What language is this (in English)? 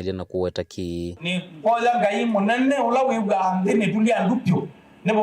Kamba